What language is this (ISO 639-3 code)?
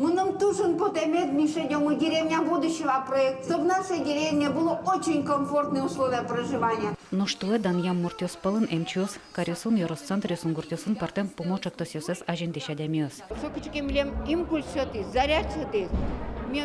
udm